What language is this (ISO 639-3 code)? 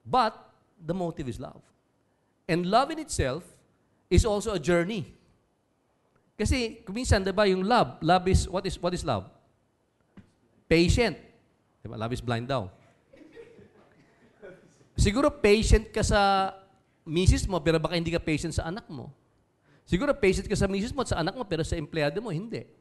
fil